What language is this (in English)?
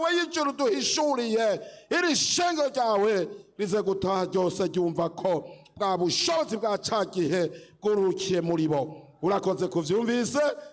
Rundi